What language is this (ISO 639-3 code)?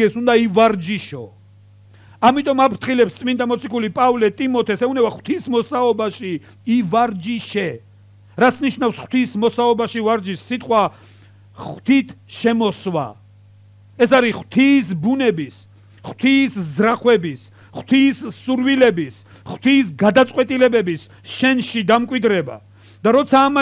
kat